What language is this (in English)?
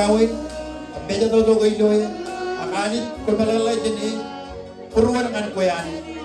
Marshallese